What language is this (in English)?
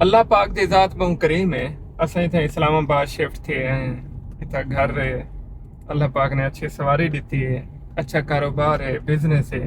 Saraiki